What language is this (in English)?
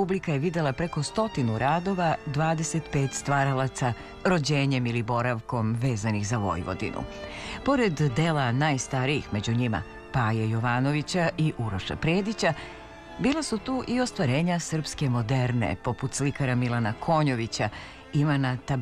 Serbian